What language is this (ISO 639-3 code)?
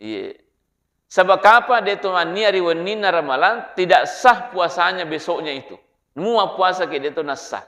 bug